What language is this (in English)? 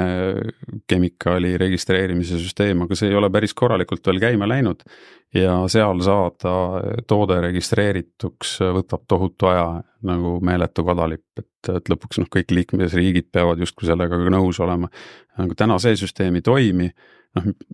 Estonian